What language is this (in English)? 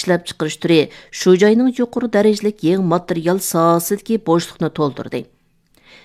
Uyghur